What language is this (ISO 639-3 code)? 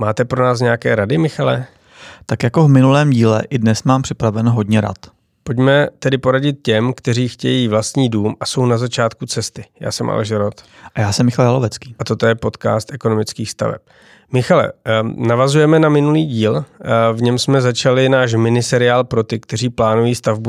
ces